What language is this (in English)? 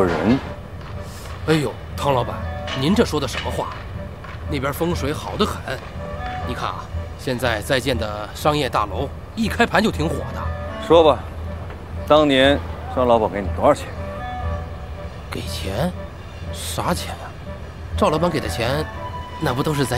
Chinese